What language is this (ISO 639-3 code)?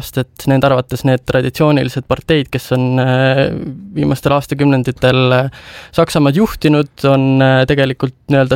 est